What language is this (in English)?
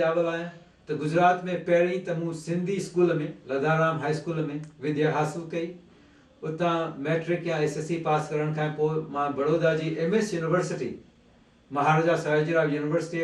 Sindhi